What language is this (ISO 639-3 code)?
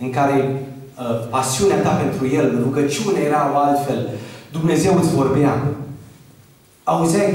ron